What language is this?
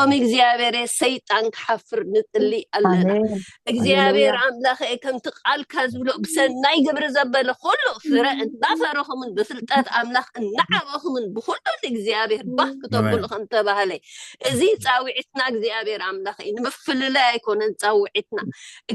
Tigrinya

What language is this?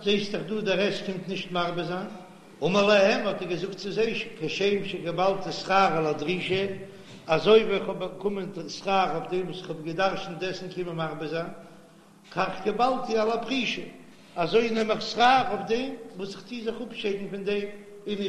Yiddish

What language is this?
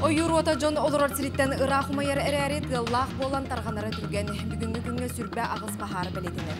Yakut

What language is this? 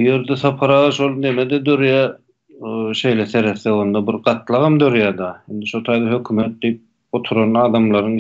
Turkmen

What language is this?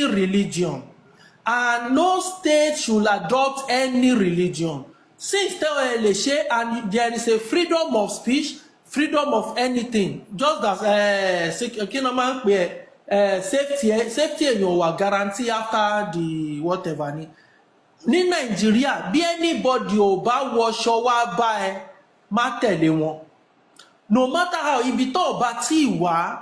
Yoruba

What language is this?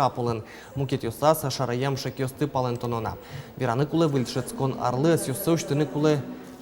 Udmurt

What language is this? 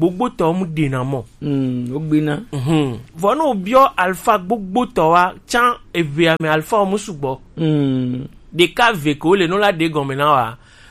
Gen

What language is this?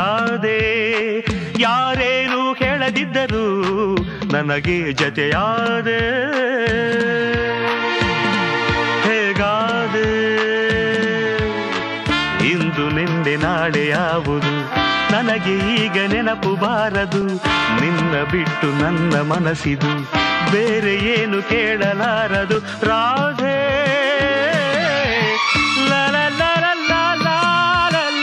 Kannada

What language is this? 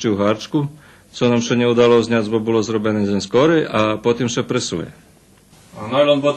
Rusyn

